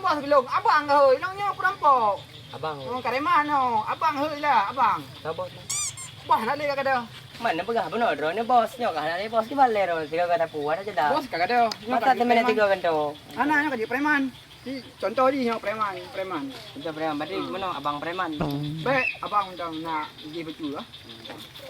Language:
Achinese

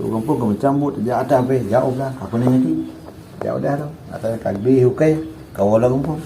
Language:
Achinese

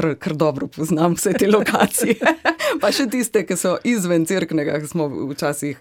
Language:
Slovenian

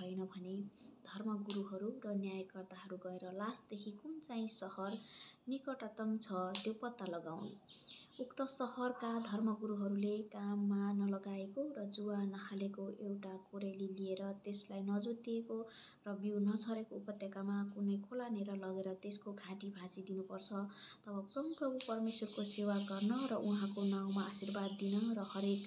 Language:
Nepali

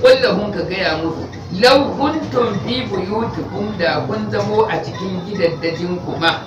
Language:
Hausa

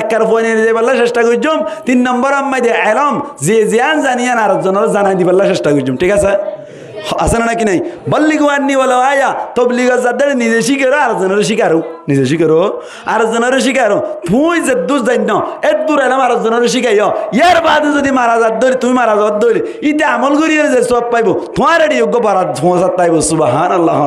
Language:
Rohingya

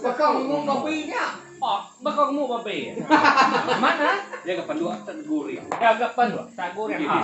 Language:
Iban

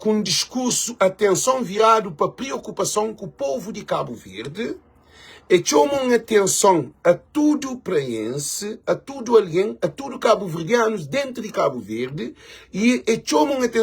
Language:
Kabuverdianu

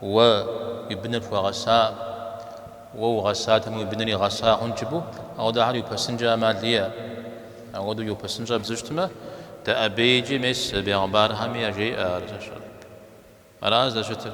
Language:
Kabardian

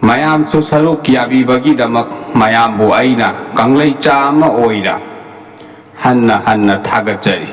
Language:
Manipuri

